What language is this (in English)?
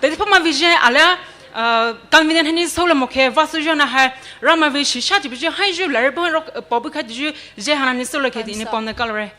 Poumei Naga